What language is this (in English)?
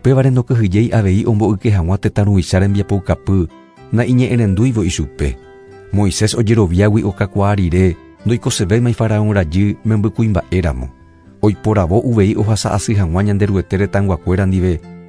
Guarani